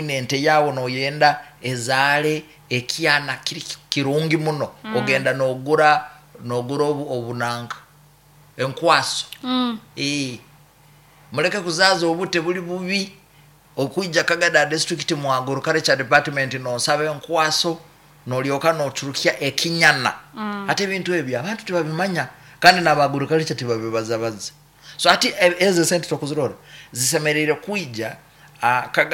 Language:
Nyoro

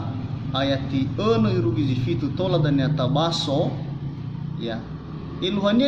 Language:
Nias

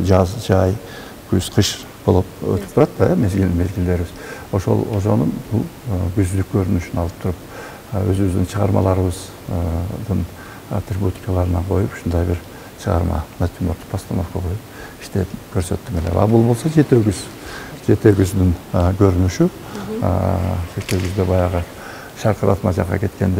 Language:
Kyrgyz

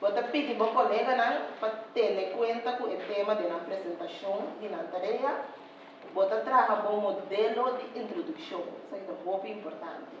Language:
Papiamento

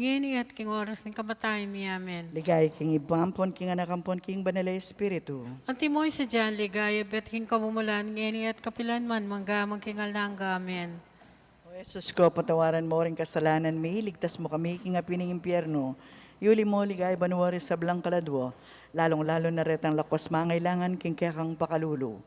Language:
Pampanga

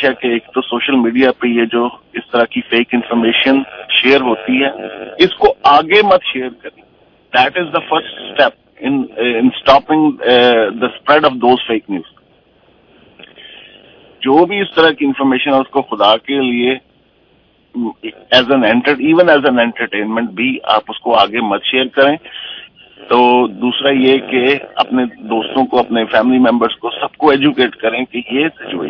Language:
Urdu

